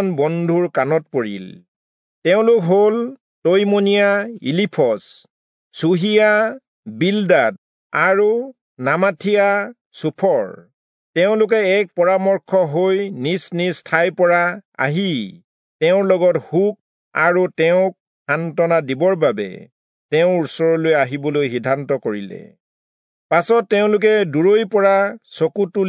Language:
Assamese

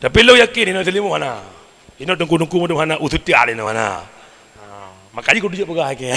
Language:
Achinese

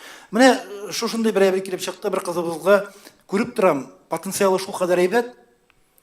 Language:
Tatar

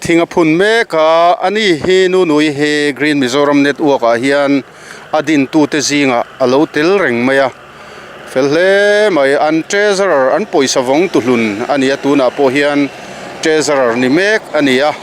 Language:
Mizo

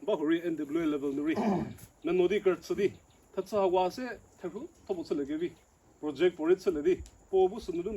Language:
Chokri Naga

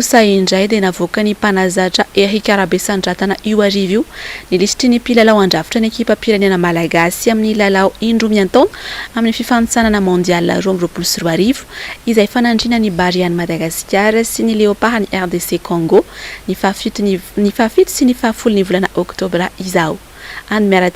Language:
Malagasy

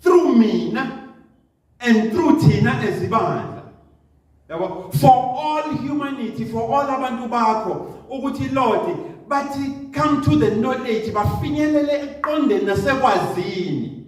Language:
Zulu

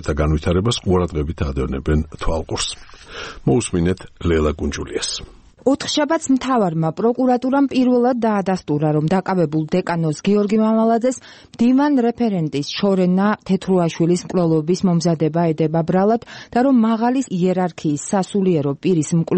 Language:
Georgian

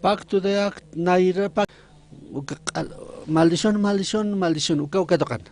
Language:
Aymara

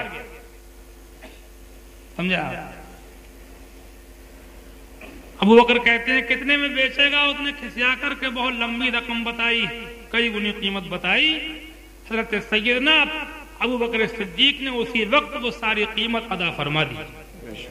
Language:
Urdu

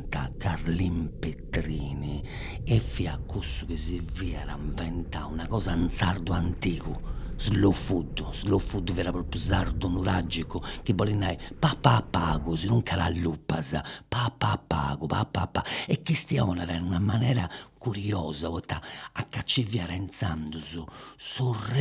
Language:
Sardinian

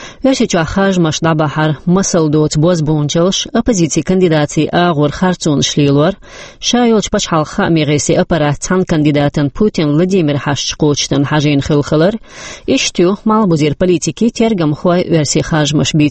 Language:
Chechen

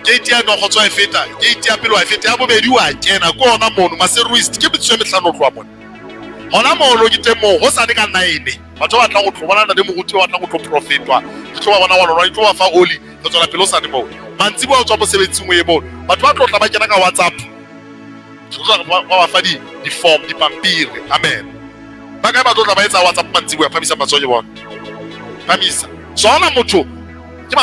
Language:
Southern Sotho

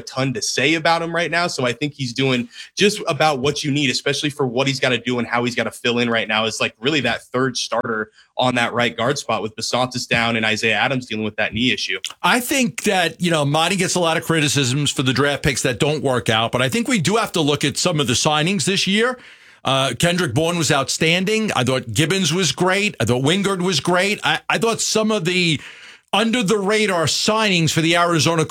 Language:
English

